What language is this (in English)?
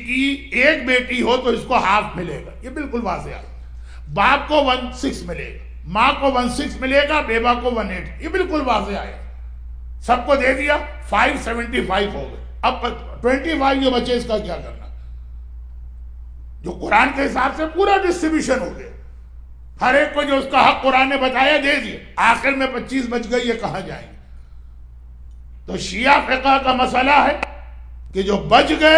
Urdu